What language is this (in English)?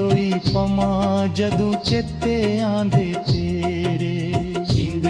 Dogri